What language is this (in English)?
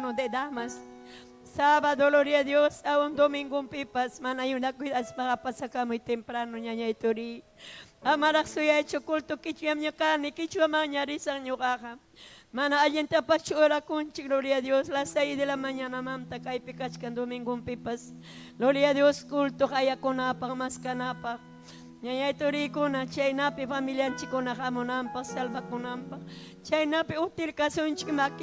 Ayacucho Quechua